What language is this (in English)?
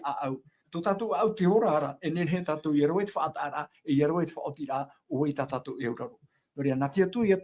Tahitian